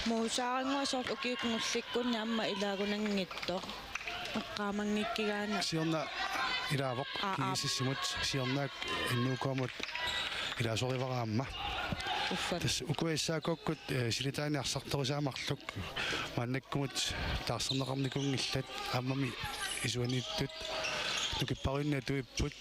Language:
Kalaallisut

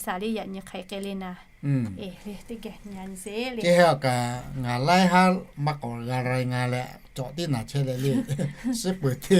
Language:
Lahu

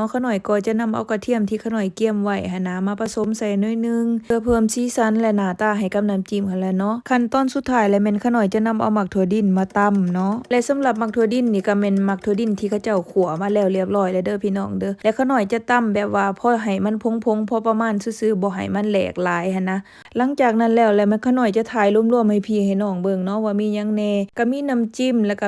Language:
Lao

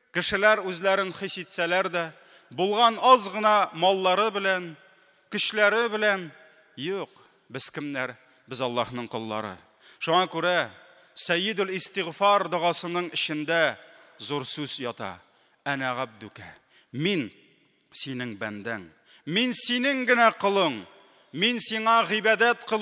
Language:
Tatar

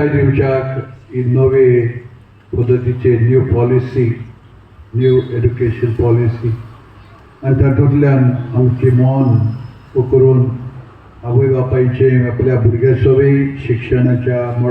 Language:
Konkani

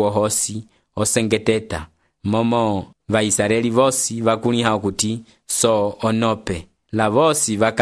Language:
Umbundu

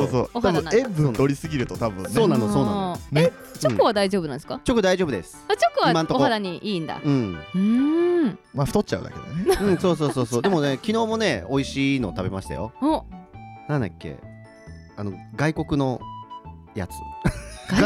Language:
Japanese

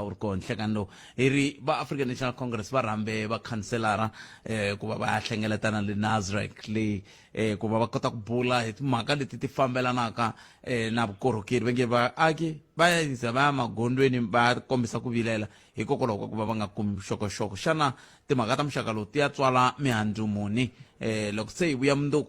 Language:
Tsonga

